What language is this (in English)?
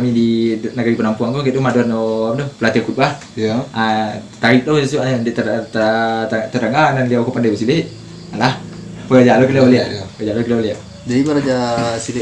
Minangkabau